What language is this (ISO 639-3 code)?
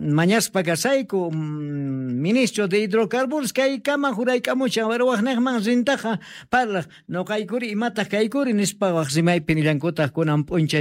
que